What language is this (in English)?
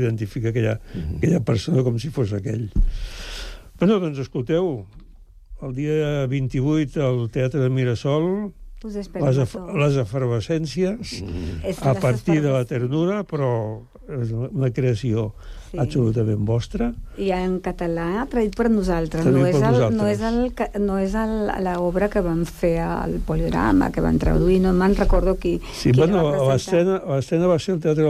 Catalan